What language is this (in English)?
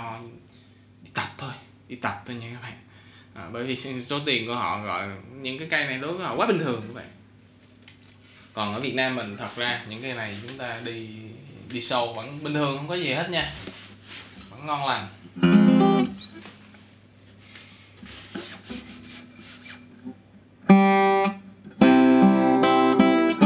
Vietnamese